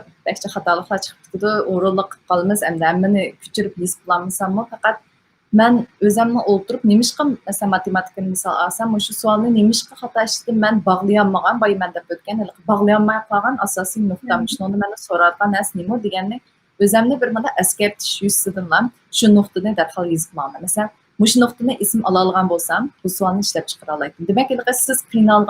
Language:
Uyghur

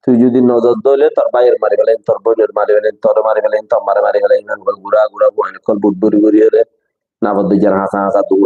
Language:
Rohingya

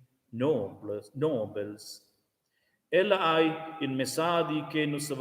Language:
Romansh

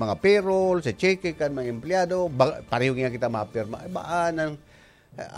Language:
Bikol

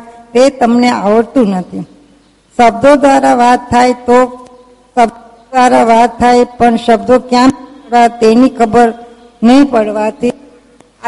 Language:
Gujarati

